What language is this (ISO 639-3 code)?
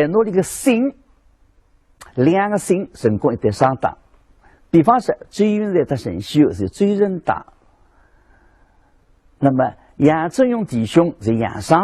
wuu